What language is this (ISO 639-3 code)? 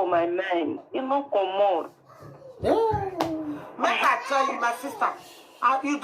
pcm